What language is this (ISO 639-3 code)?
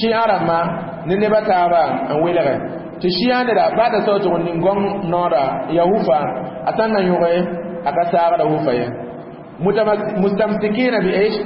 mos